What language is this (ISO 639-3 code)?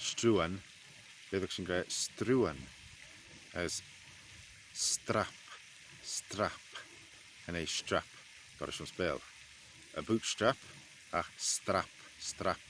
glv